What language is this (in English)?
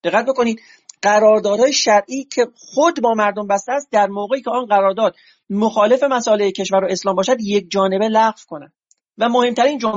Persian